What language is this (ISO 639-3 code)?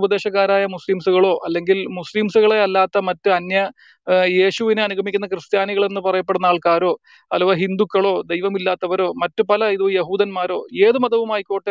mal